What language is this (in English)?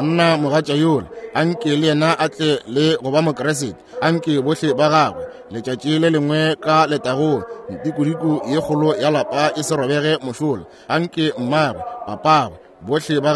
Northern Sotho